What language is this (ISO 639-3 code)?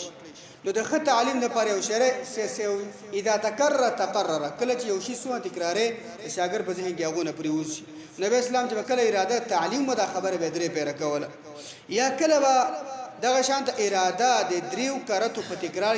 pus